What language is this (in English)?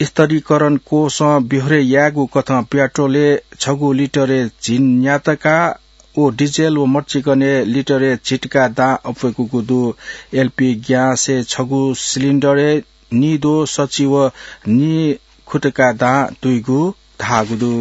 Newari